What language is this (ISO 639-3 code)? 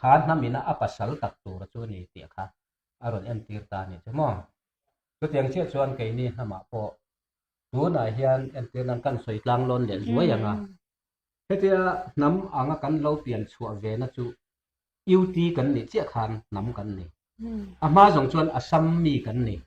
lus